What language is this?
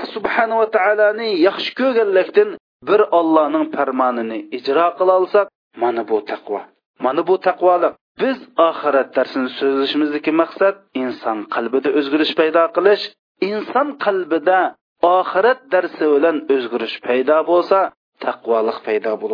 Uyghur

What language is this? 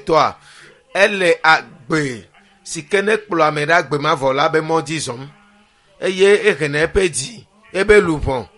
Ewe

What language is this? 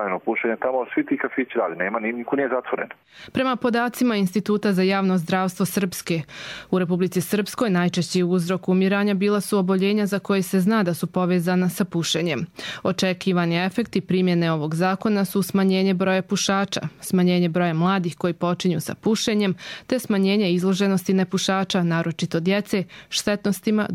Bosnian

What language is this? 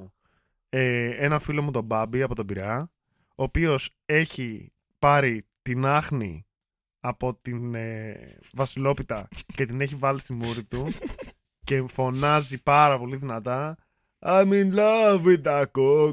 Greek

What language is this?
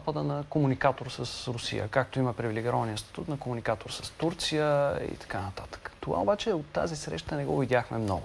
Bulgarian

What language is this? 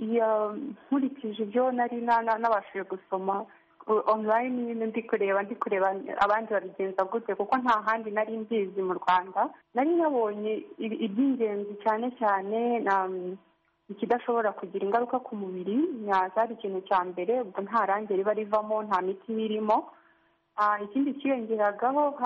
Kinyarwanda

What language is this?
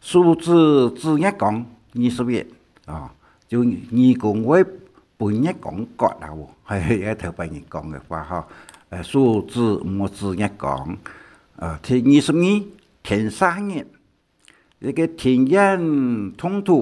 Hakka Chinese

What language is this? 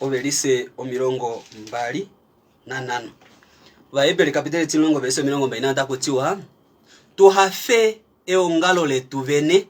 Kuanyama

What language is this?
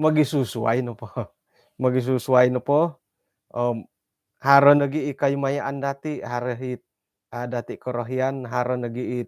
Central Dusun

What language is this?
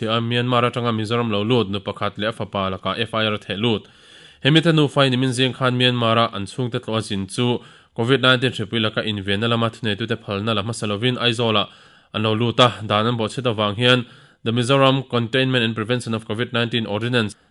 Mizo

